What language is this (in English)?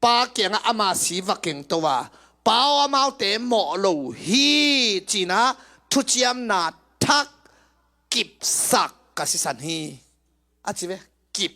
Tedim Chin